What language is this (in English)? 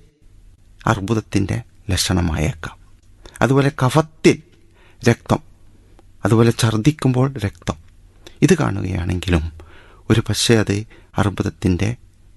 Malayalam